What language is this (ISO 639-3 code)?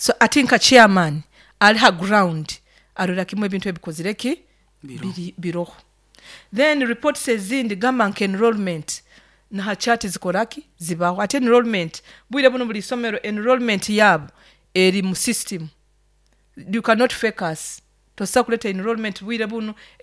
nyo